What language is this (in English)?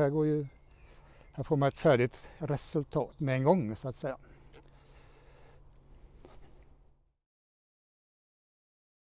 Swedish